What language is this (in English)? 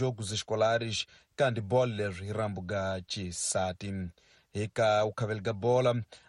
Tsonga